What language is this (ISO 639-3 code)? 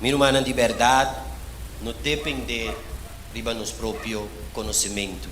pap